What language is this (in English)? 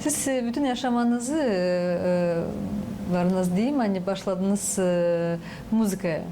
Gagauz